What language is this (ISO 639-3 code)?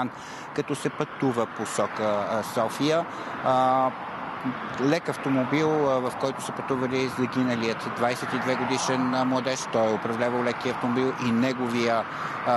bul